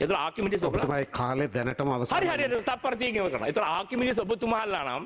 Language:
Sinhala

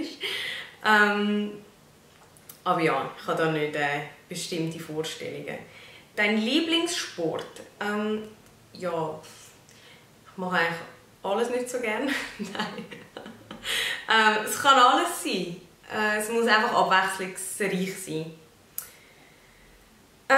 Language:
German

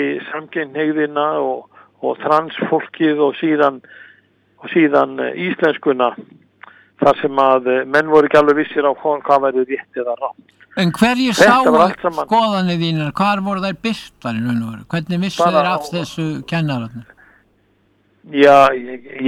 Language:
Icelandic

